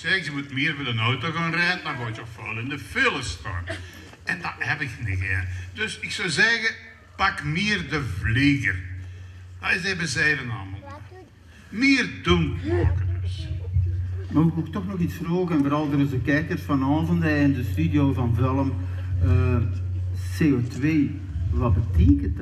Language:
Limburgish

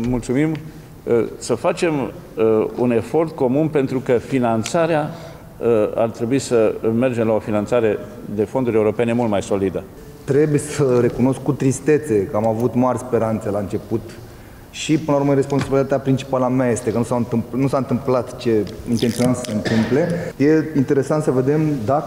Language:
Romanian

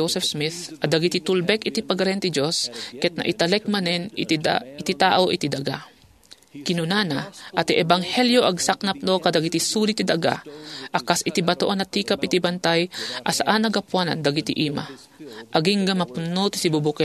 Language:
Iloko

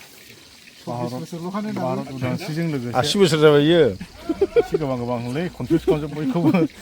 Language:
Bodo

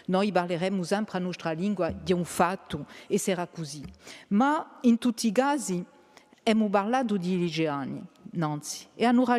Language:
Corsican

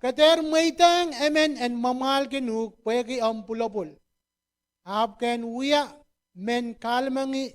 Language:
Pohnpeian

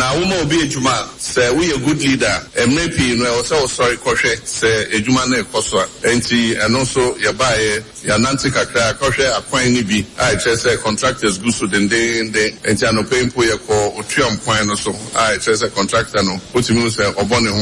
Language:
Akan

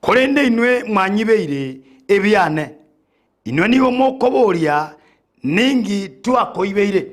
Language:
Gusii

